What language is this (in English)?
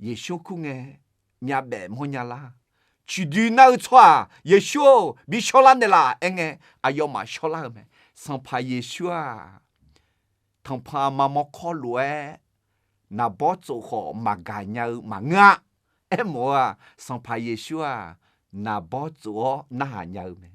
Akha